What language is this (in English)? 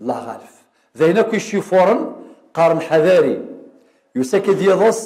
Kabyle